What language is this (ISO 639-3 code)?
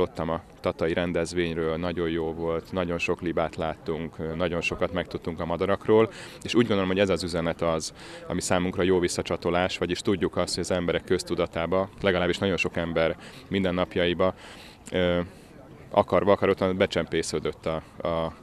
hun